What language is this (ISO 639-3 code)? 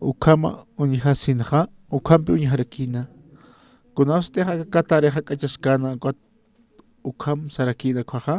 aym